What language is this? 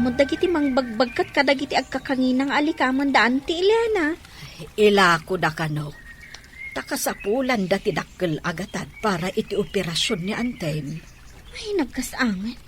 Iloko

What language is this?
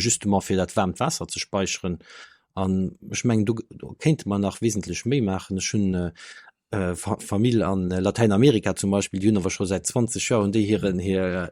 Luxembourgish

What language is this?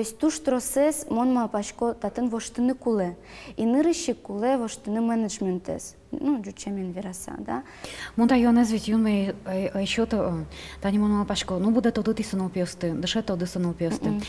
Udmurt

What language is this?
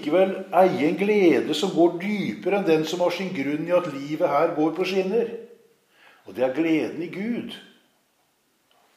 Norwegian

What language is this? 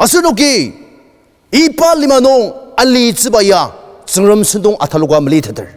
Ao Naga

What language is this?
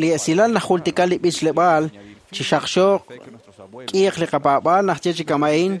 Kekchí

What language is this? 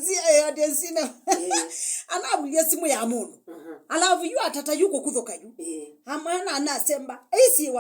Kamba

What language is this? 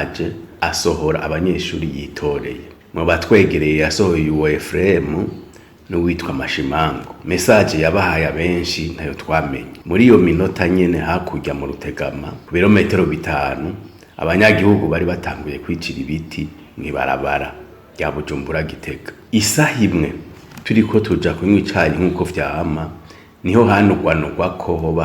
Rundi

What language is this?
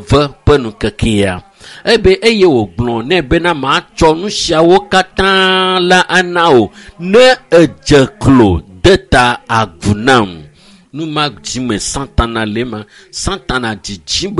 Ewe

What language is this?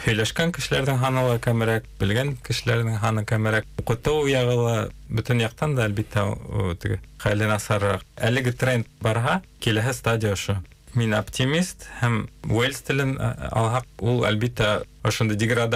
Bashkir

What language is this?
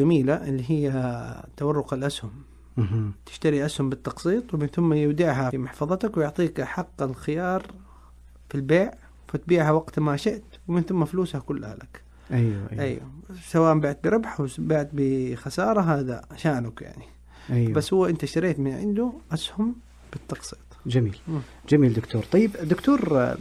Najdi Arabic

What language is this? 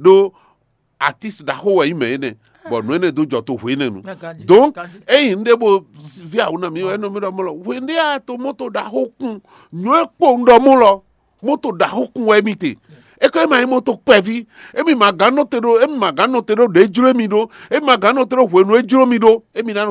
Fon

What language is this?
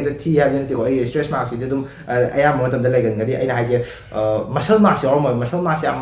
Manipuri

